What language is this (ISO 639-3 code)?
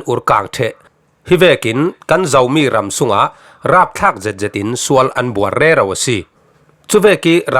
cfm